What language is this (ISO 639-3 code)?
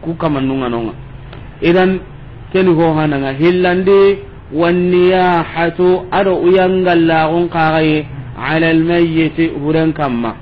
snk